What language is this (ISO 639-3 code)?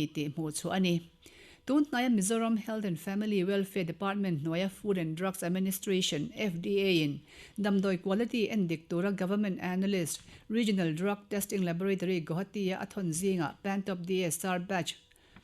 lus